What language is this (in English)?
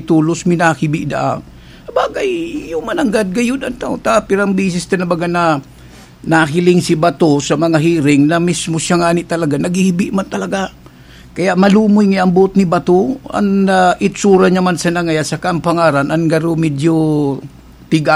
Bikol